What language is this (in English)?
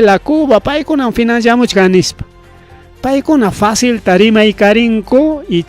Ayacucho Quechua